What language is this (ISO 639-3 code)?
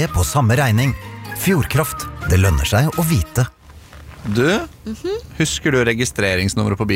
nor